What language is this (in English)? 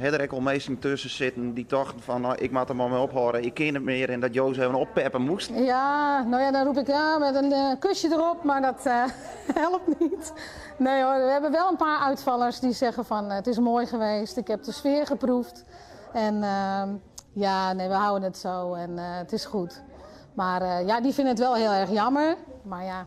Western Frisian